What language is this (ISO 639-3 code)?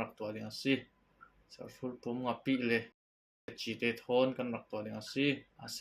cfm